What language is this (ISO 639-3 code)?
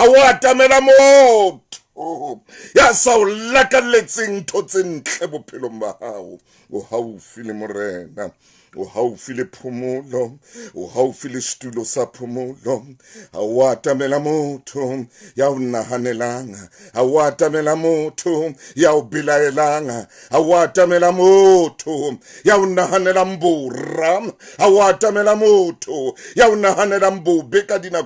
sot